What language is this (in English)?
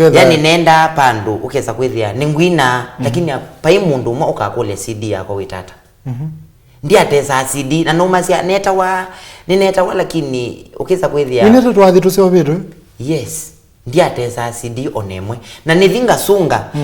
Kamba